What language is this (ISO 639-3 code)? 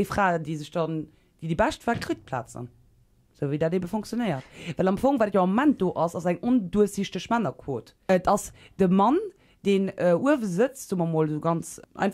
ltz